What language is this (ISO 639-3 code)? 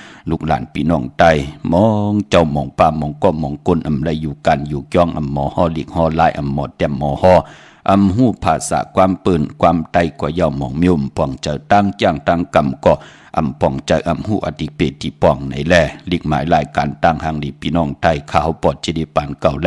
shn